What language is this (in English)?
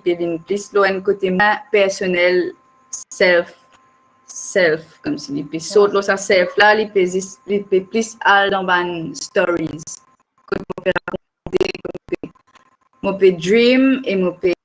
Morisyen